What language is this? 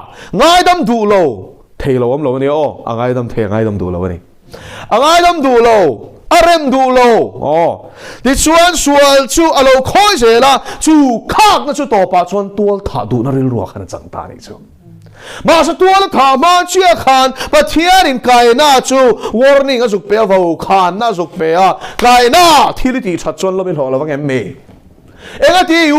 Mizo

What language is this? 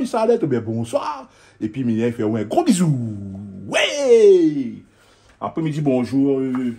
Réunion Creole French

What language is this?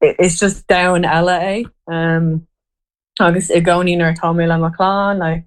Irish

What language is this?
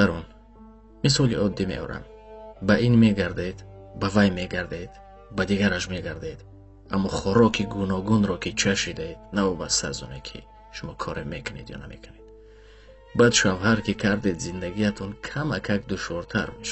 Tajik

